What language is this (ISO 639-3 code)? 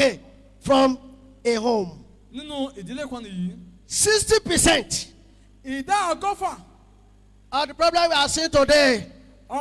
yor